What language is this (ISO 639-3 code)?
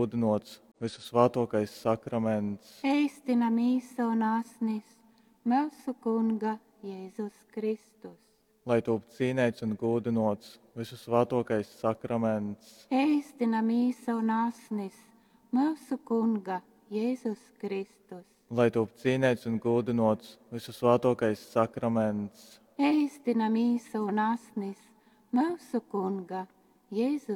ltg